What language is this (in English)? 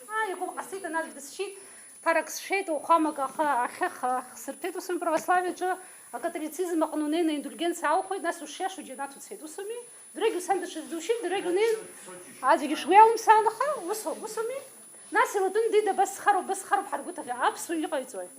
Abkhazian